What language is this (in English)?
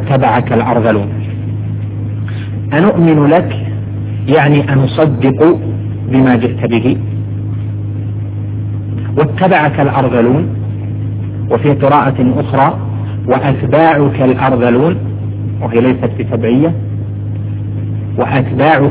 Arabic